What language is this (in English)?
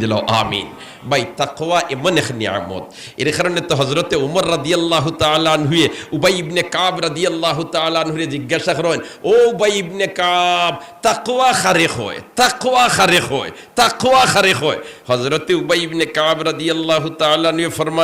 Sylheti